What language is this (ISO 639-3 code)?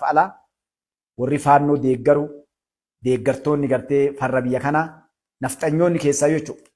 orm